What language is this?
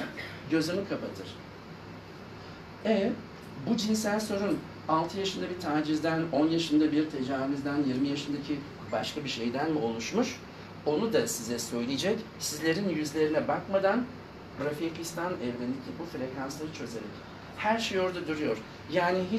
Turkish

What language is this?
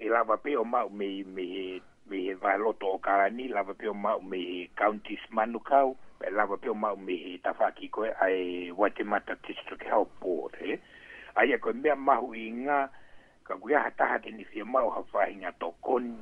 Tongan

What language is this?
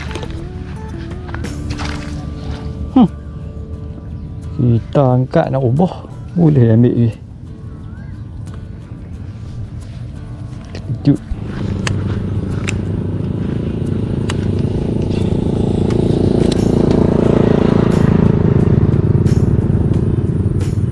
Malay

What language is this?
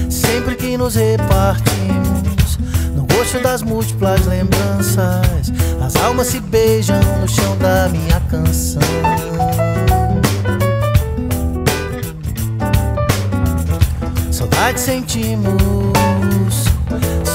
Portuguese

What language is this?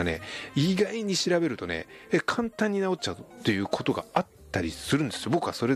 Japanese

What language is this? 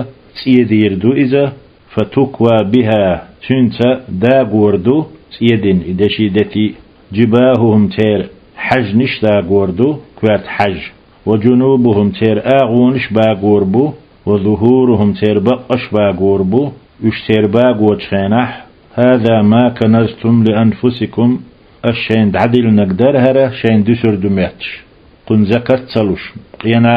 Chechen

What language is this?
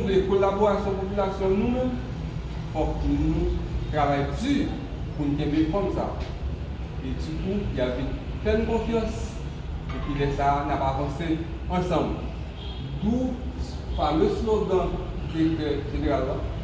Haitian Creole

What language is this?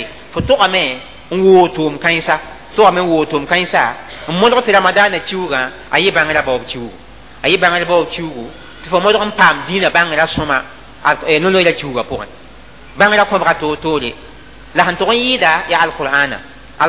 Mossi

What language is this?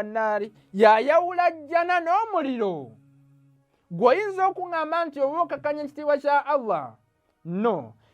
Ganda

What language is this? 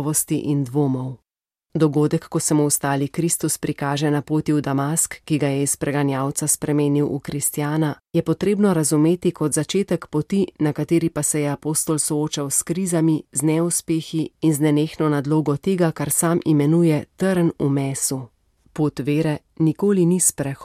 Slovenian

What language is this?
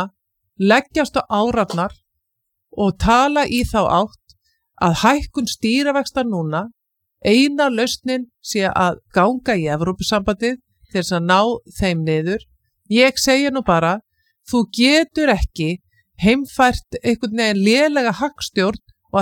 Icelandic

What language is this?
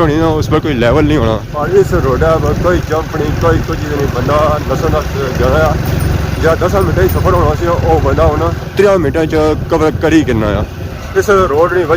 Pahari-Potwari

